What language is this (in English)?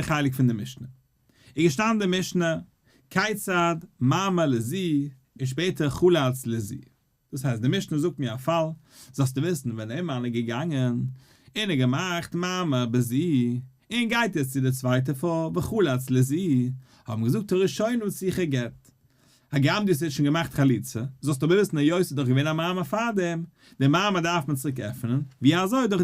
Yiddish